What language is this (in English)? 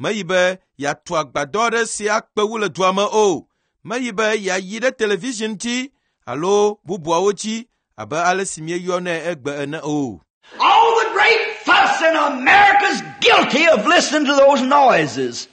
Ewe